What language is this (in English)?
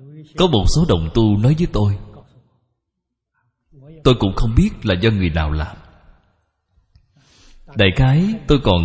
Vietnamese